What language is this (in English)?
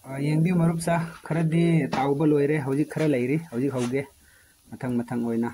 Manipuri